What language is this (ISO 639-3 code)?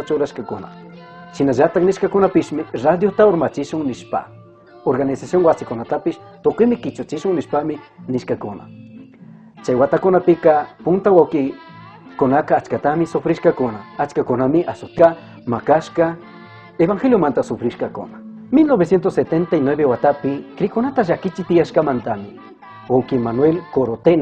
qug